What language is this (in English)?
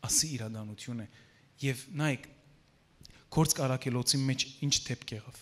Western Armenian